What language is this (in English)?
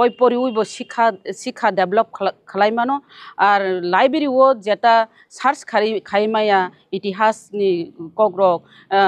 Kok Borok